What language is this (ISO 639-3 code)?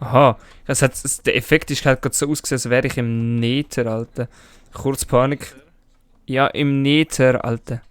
gsw